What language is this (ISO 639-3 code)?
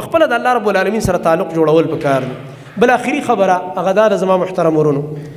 pus